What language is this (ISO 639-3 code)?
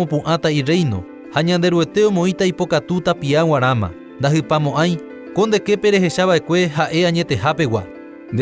grn